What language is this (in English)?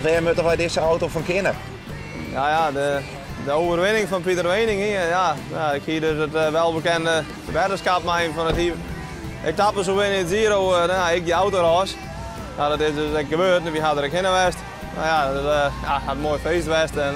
Western Frisian